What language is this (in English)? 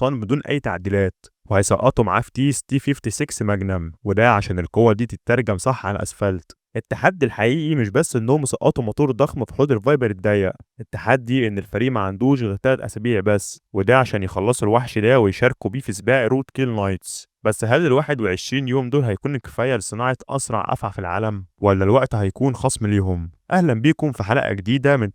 Egyptian Arabic